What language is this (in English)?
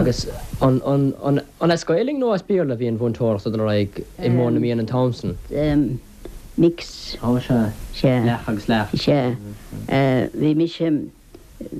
Irish